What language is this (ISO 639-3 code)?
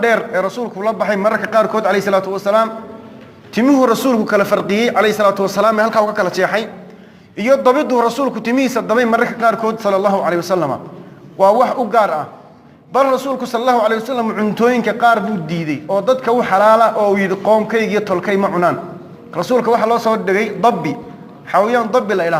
som